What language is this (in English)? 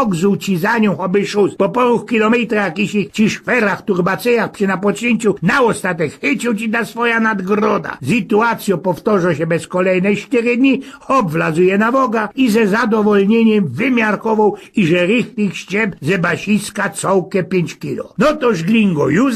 Silesian